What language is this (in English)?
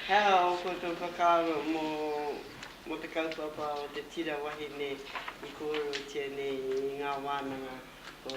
Māori